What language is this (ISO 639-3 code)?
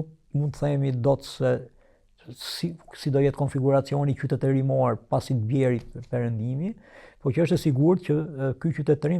sqi